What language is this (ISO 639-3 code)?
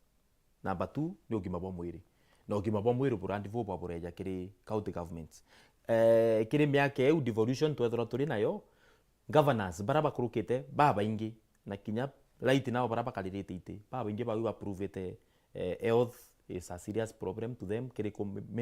mer